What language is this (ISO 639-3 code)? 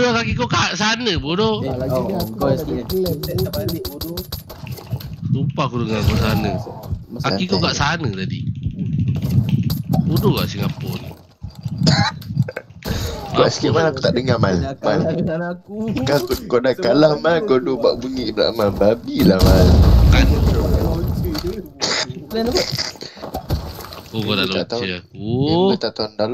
msa